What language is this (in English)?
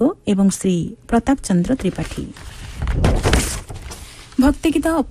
Odia